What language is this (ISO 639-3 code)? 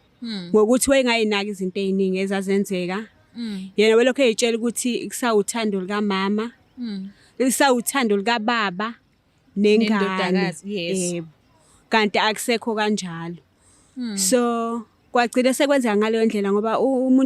zul